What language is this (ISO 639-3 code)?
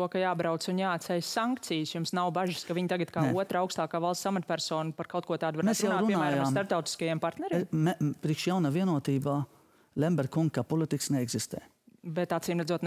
lav